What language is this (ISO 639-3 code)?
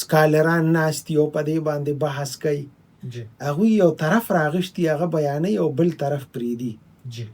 pus